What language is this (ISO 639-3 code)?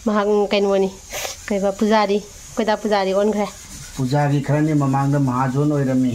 mni